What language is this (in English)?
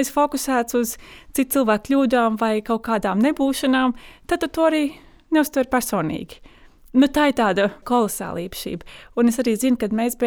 Latvian